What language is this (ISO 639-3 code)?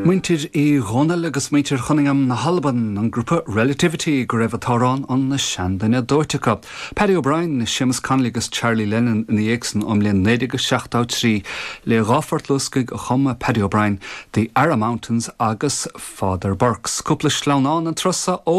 gle